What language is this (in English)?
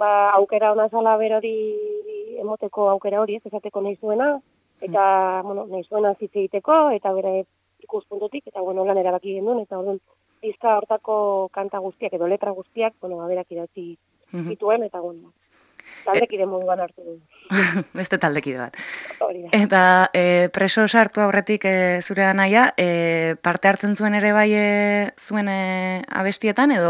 Basque